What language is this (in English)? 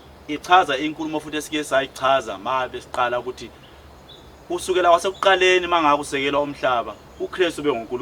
Zulu